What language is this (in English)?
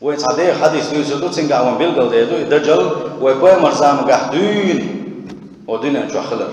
Chechen